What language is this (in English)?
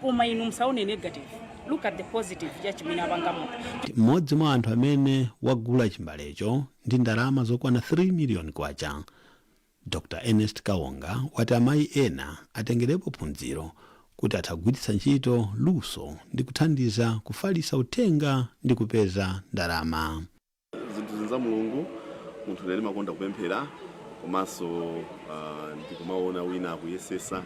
Nyanja